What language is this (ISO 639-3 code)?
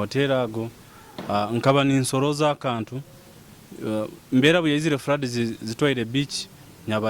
nyo